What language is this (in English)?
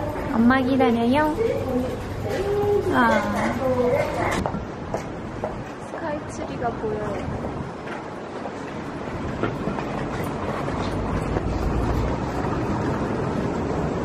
Korean